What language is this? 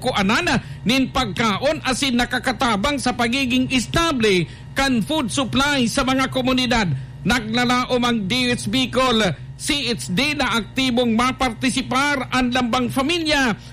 Bikol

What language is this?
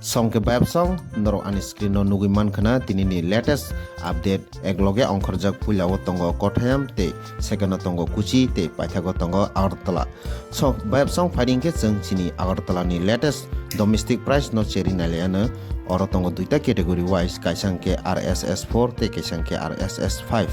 Kok Borok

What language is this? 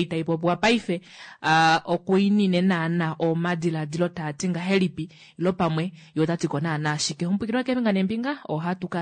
Kuanyama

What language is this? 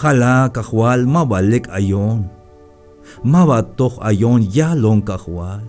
Tzeltal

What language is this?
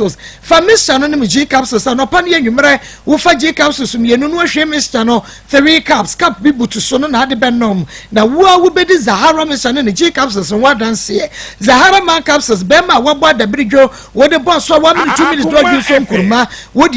Akan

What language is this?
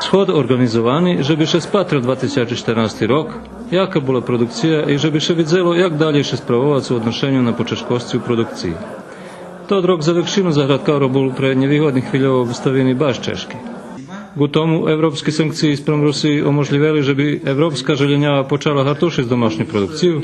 Rusyn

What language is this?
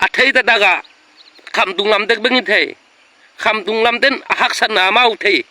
Tedim Chin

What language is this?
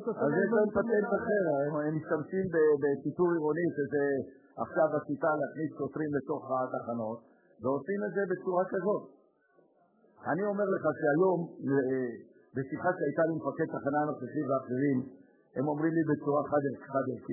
Hebrew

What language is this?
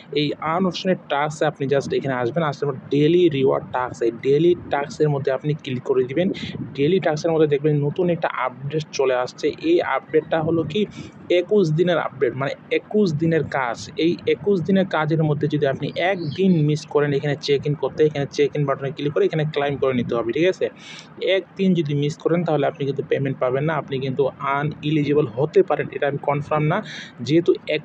Bangla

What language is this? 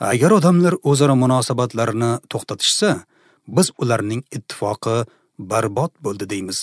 Uzbek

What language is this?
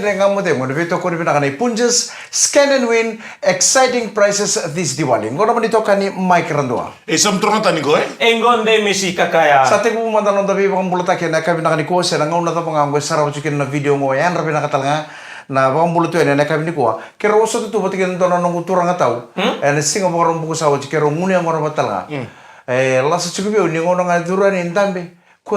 Fijian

